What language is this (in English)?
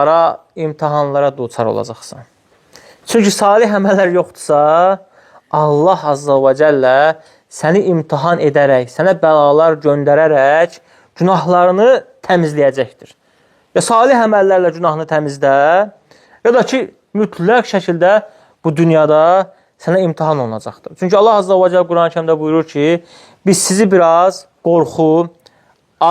Azerbaijani